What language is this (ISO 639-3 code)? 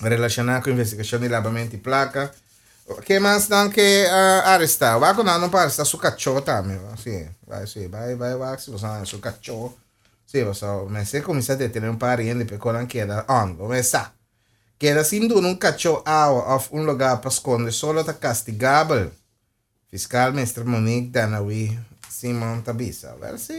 pap